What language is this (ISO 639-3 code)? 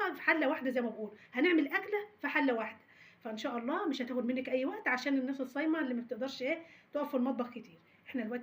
arz